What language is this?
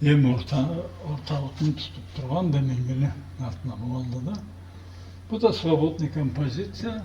Karachay-Balkar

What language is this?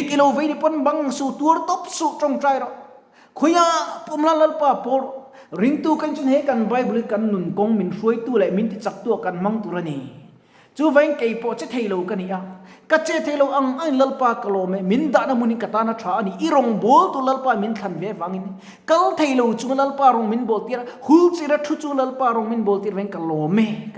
Mizo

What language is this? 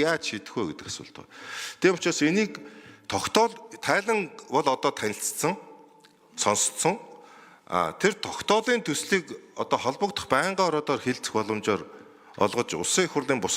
Mongolian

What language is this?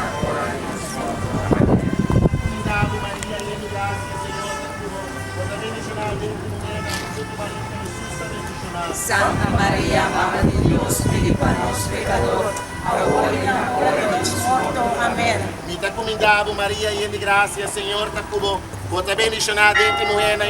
Papiamento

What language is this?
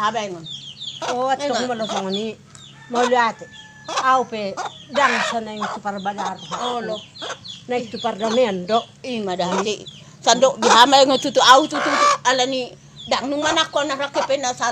Batak Toba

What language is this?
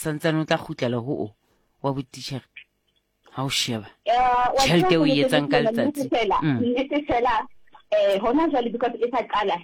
Southern Sotho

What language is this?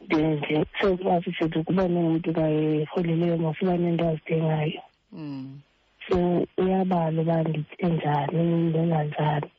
Xhosa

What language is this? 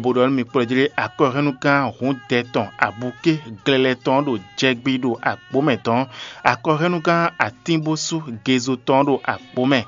Fon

